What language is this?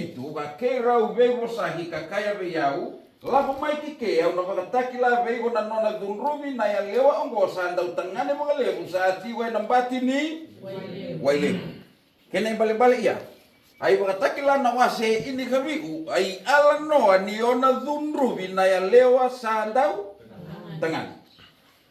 Fijian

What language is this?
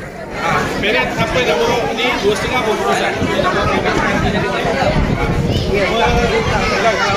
Malay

